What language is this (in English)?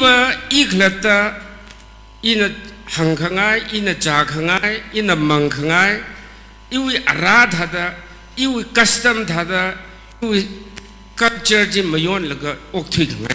Tangkhul Naga (India)